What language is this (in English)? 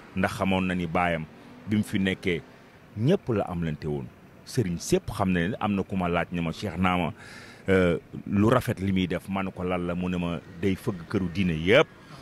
Wolof